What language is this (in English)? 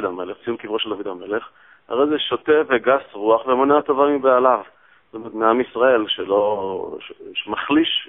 Hebrew